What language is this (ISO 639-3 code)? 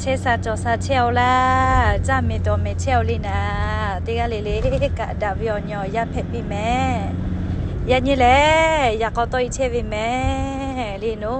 lhu